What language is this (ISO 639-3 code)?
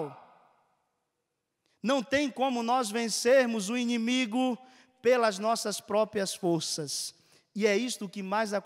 por